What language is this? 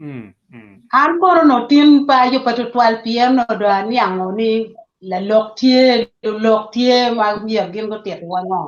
Acoli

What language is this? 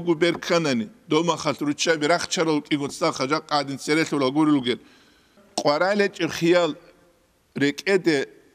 Avaric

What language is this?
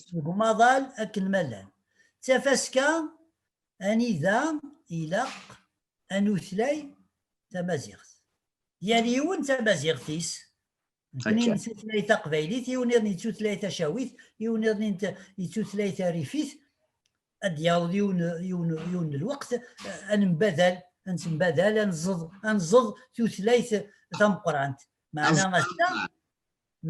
Kabyle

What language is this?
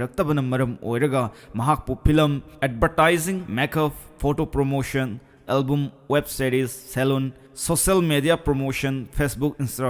Manipuri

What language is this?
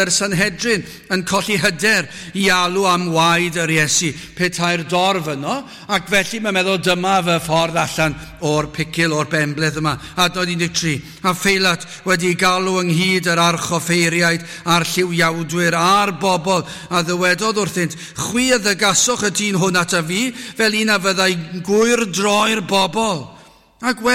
Welsh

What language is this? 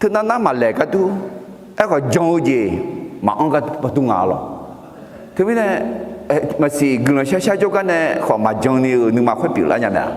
Akha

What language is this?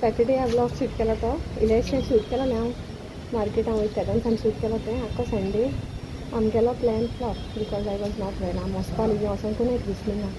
Konkani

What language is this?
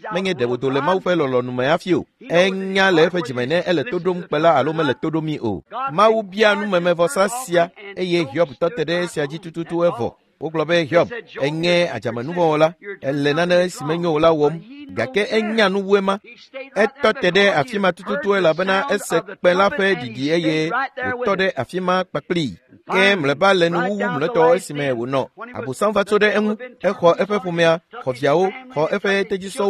Ewe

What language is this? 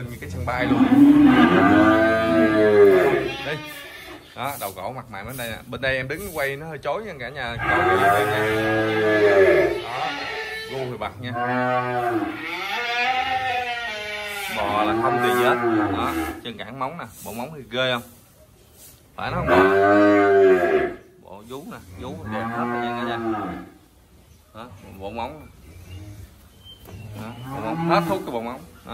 Vietnamese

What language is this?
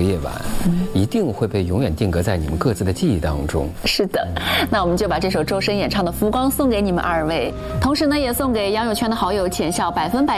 Chinese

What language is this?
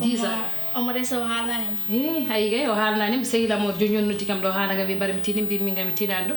Fula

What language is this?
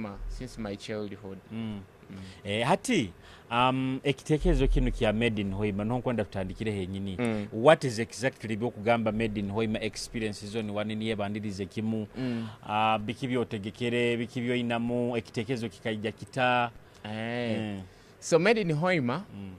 Nyoro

